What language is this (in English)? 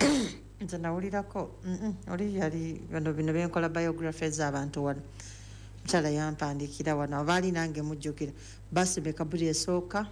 Ganda